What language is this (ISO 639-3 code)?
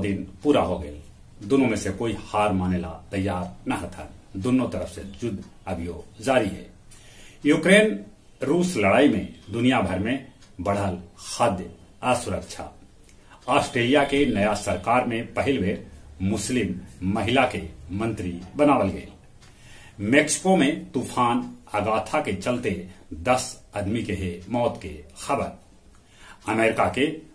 mag